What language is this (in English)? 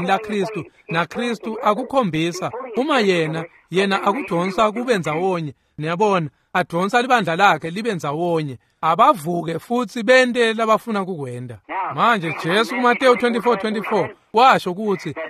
Swati